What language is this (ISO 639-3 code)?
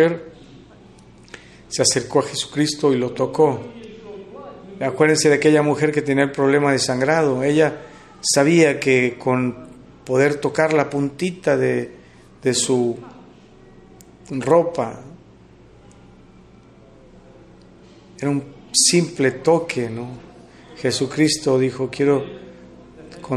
spa